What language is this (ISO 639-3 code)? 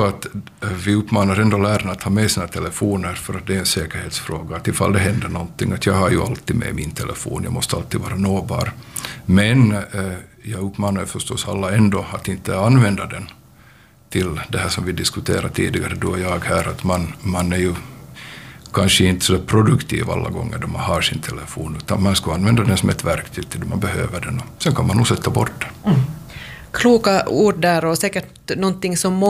swe